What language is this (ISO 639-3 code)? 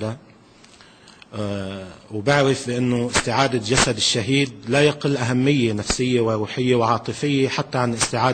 ara